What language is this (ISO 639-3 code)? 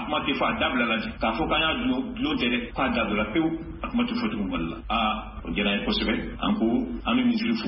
bam